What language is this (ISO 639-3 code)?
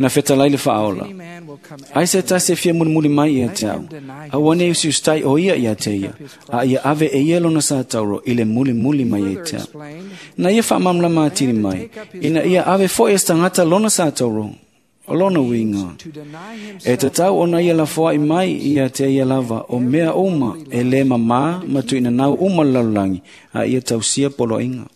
smo